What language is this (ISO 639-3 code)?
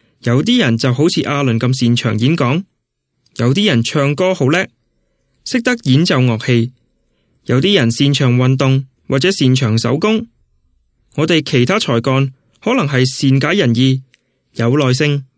yue